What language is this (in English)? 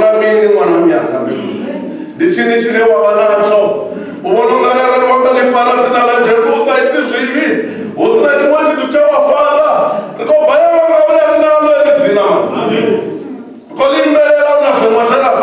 Venda